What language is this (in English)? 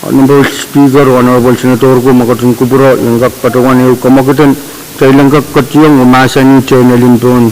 Pohnpeian